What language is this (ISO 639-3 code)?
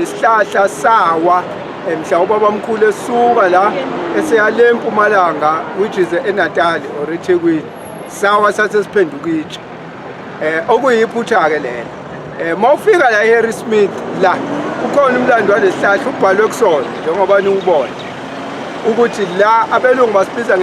zul